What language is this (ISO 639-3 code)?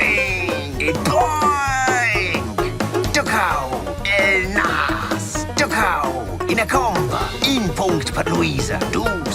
roh